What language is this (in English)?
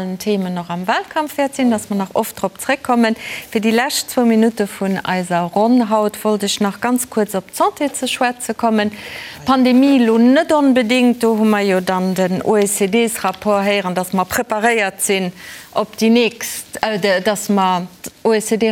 Luxembourgish